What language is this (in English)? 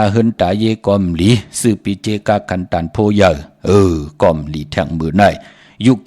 Shan